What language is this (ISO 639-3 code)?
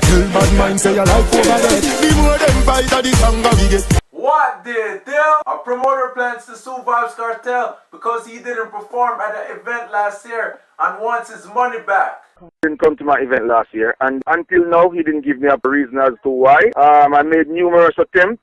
jam